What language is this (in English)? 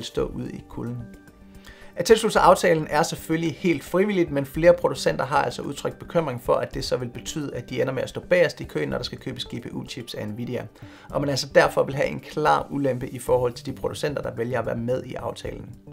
Danish